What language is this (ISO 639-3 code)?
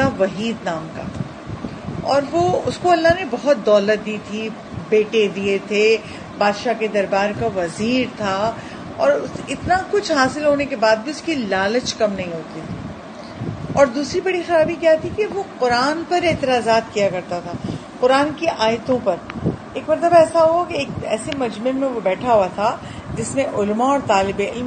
urd